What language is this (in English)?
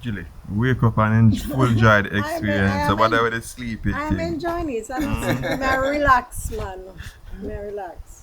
Jamaican Creole English